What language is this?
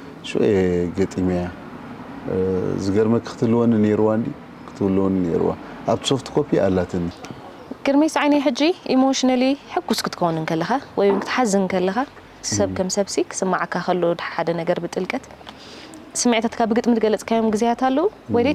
Tigrinya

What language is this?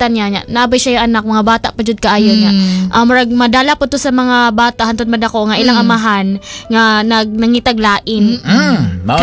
Cebuano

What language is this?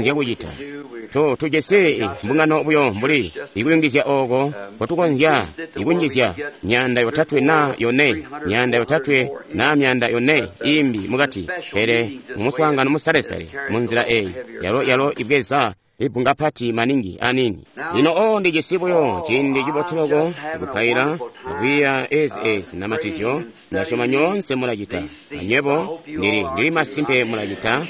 Tonga (Zambia)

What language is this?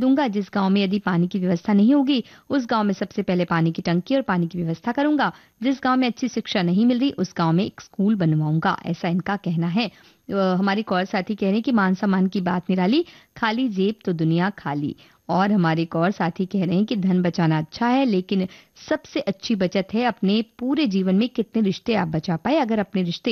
Hindi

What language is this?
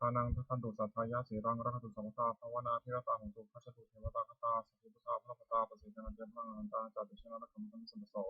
Pali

